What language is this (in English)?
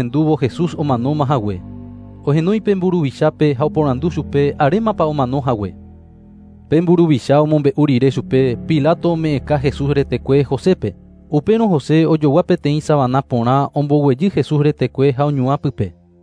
Guarani